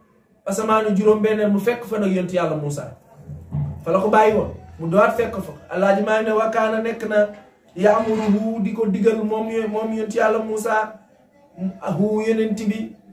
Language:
Wolof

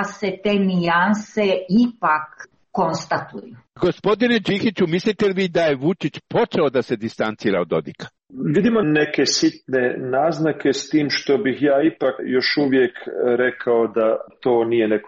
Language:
Serbian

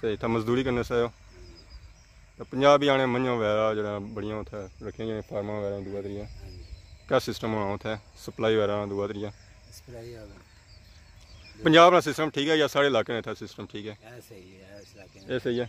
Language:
Pahari-Potwari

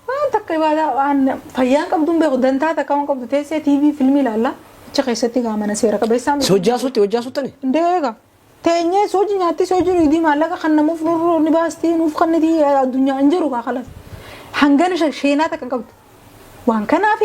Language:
Oromo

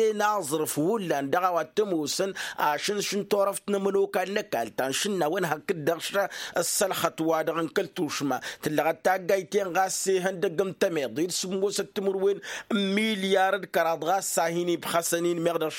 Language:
Tamasheq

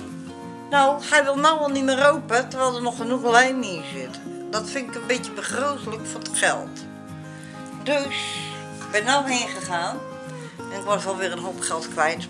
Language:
Dutch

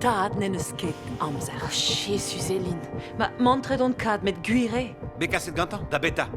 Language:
Breton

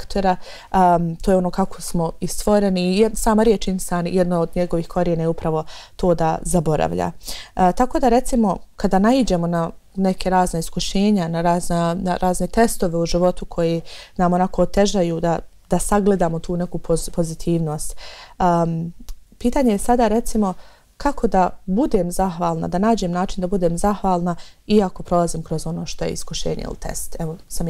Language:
Bosnian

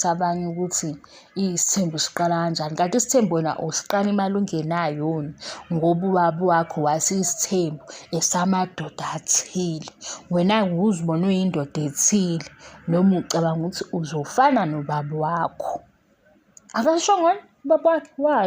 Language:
Zulu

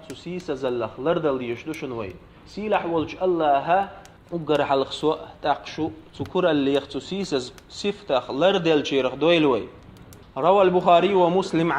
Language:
Chechen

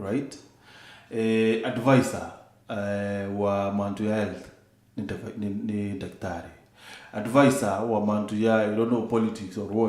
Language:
Meru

